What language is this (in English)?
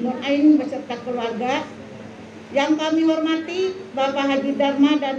Banjar